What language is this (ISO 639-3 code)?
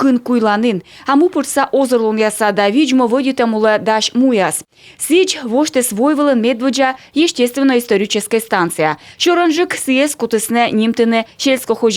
kom